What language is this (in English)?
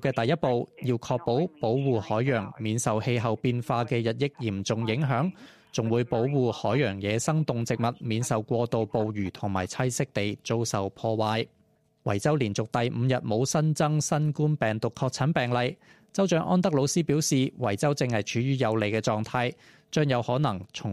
Cantonese